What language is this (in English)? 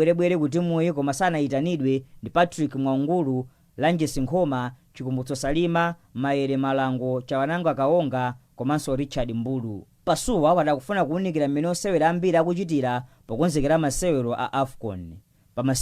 Nyanja